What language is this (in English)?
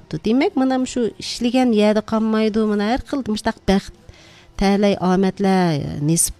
Uyghur